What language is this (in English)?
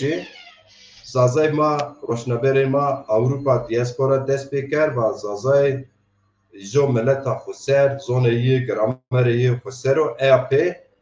Zaza